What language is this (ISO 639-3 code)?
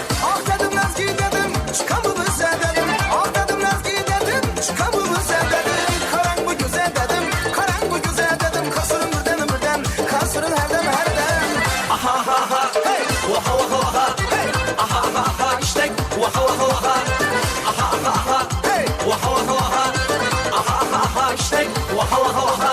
kaa